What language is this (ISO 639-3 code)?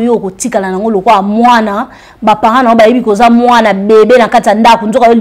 lin